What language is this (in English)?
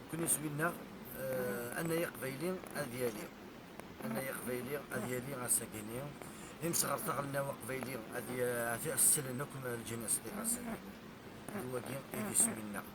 Kabyle